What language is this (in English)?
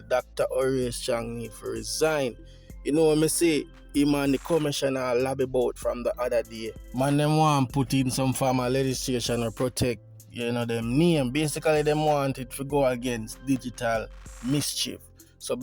Jamaican Creole English